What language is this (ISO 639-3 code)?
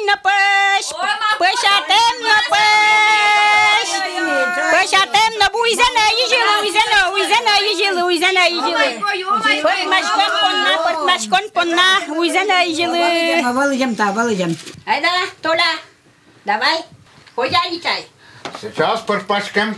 udm